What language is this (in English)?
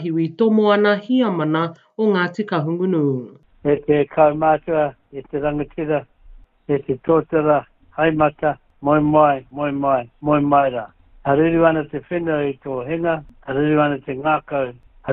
Māori